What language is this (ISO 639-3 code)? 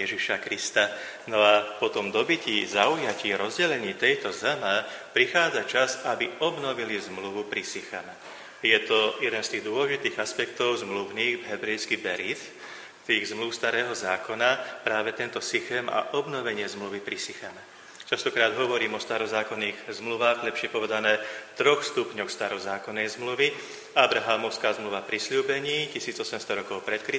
slk